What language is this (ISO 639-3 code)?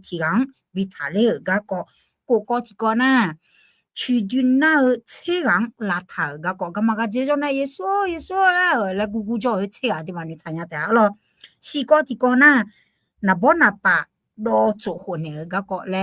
ahk